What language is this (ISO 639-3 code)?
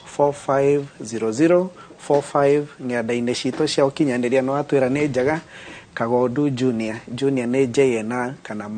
kik